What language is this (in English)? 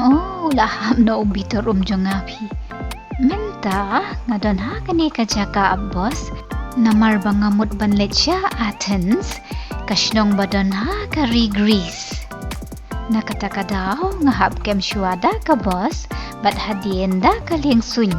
Khasi